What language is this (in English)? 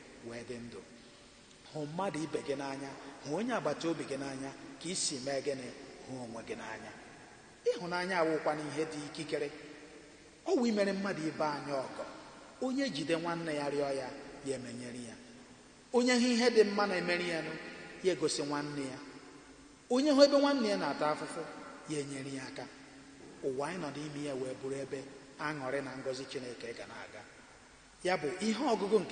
Igbo